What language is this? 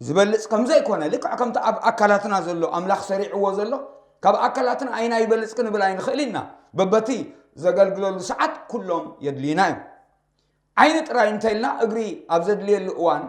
Tigrinya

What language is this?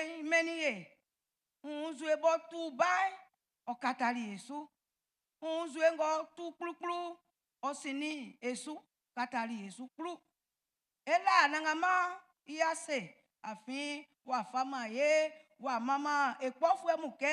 Baoulé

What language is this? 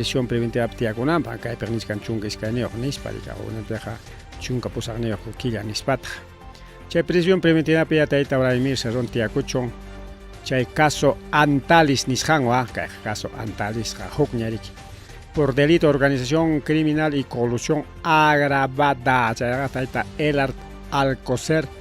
Ayacucho Quechua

